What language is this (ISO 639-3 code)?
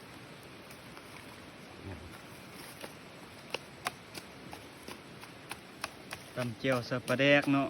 lao